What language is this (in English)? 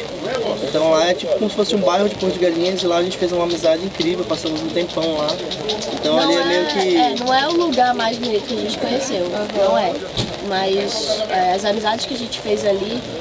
Portuguese